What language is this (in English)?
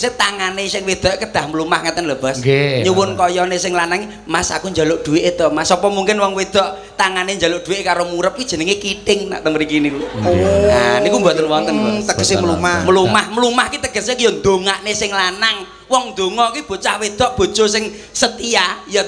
Javanese